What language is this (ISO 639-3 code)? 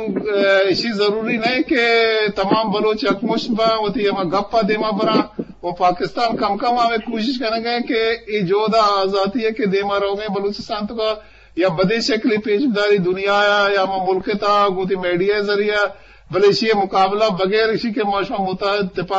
bgp